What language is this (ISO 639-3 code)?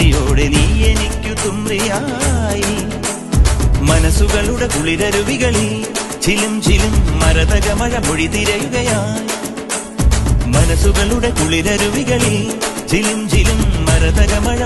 mal